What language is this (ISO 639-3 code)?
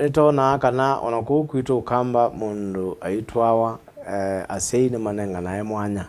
kam